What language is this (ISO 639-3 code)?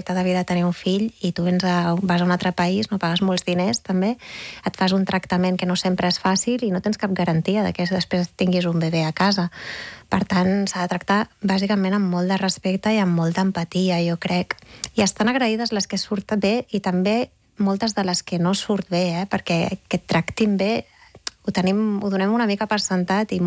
cat